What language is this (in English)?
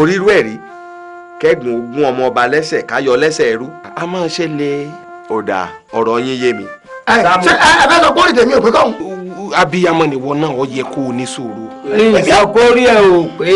Yoruba